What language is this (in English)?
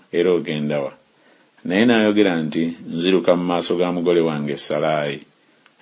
Ganda